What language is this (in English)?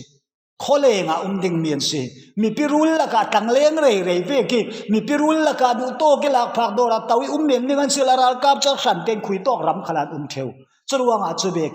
Falam Chin